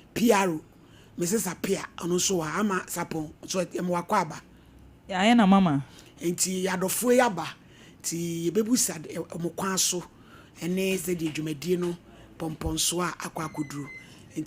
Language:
Akan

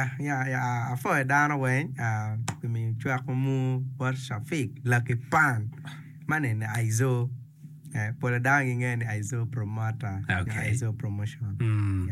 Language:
Acoli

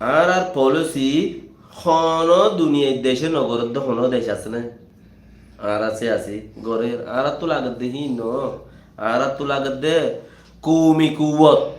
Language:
Rohingya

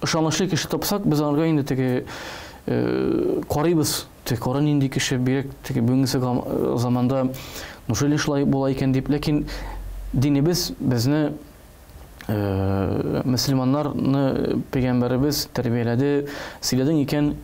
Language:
Tatar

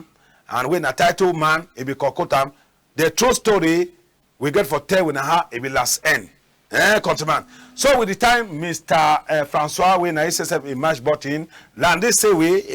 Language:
Cameroon Pidgin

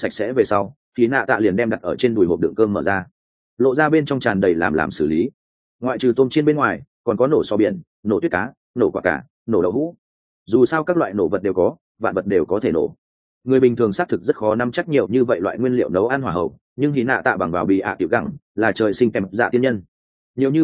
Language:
Vietnamese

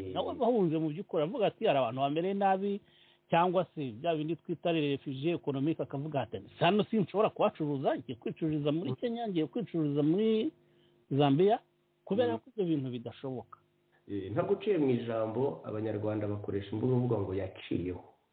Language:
Kinyarwanda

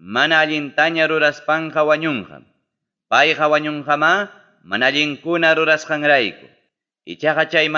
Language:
Ayacucho Quechua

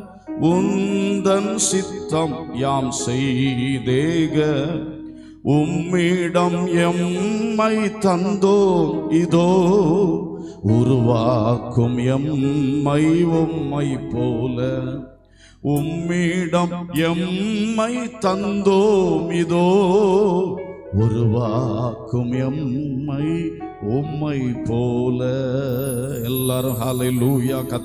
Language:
Tamil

